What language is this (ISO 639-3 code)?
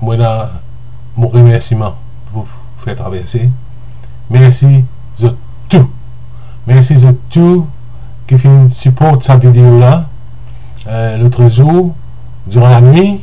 mfe